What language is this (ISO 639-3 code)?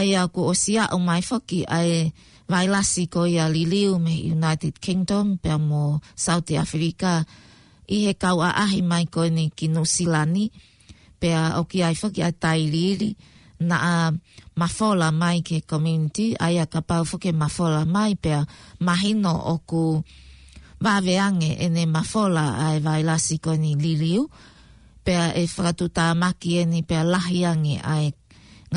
ton